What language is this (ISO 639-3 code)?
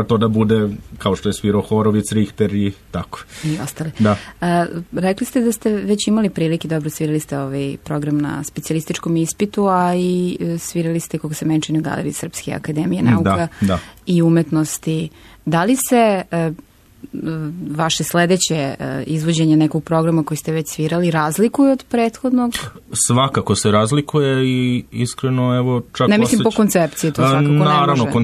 srp